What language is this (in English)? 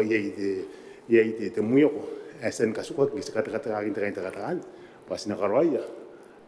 Gilbertese